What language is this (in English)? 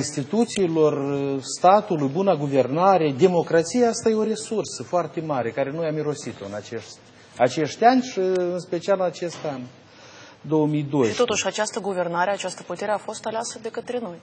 Romanian